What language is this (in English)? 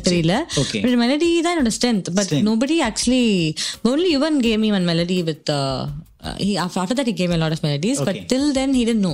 Tamil